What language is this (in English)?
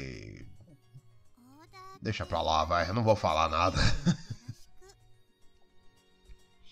Portuguese